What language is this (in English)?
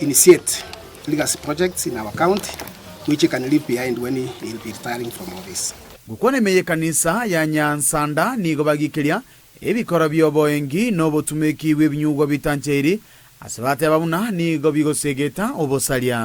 Gusii